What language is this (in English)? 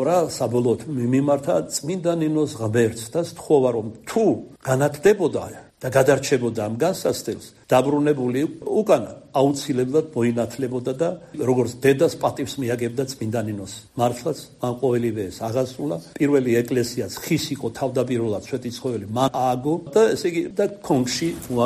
Georgian